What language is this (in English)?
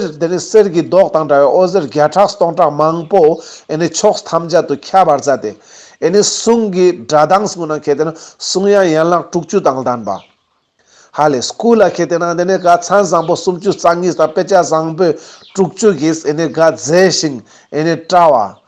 Ladakhi